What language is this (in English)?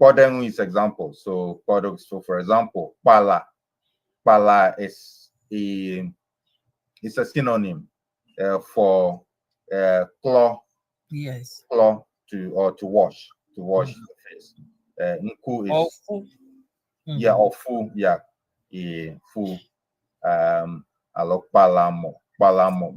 Ewe